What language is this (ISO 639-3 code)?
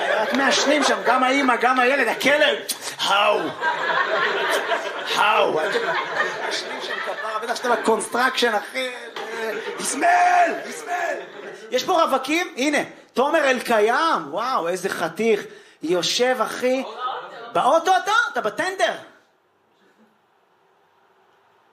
heb